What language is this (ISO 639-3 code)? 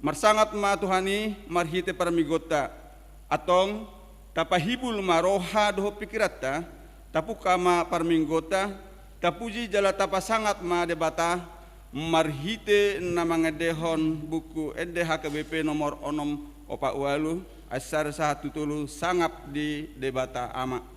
bbc